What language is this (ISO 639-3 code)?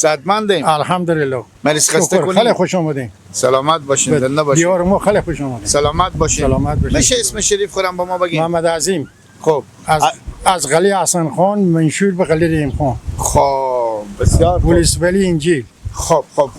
fas